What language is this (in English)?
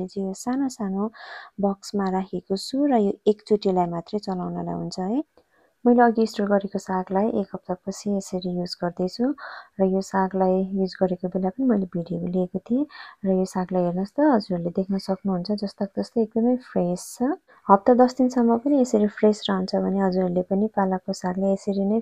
Nepali